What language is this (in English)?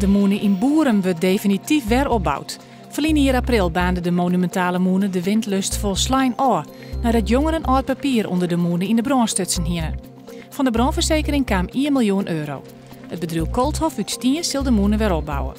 Western Frisian